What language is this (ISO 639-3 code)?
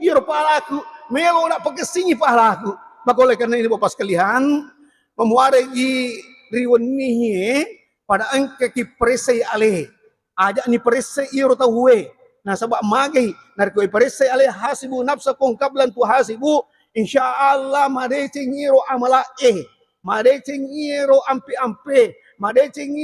bug